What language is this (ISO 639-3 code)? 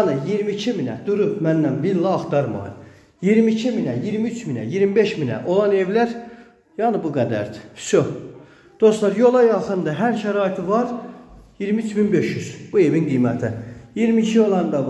aze